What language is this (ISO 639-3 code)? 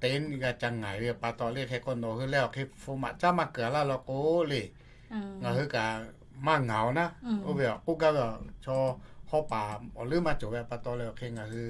lhu